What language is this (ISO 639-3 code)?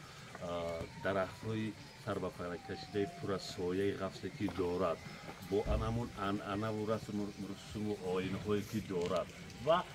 tgk